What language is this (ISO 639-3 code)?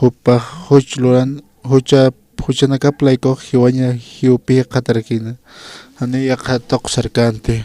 aym